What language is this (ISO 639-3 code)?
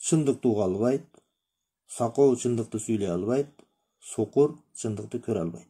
kir